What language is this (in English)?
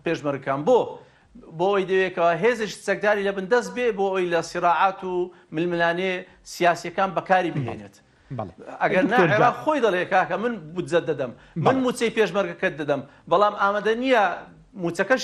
Central Kurdish